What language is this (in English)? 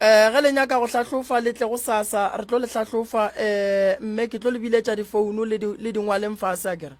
Northern Sotho